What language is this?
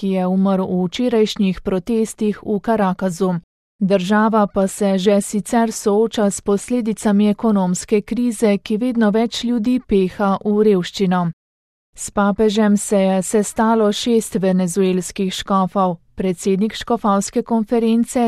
Slovenian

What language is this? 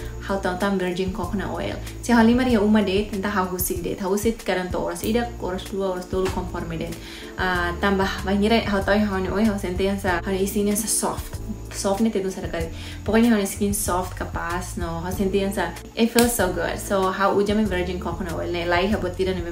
Tetum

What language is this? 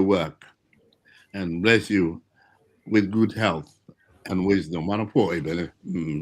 Acoli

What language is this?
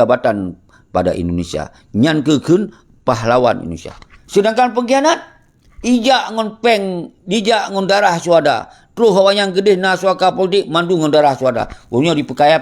Achinese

